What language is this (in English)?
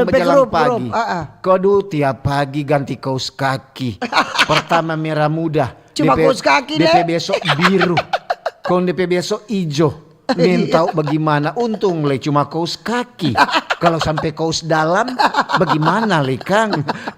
Manado Malay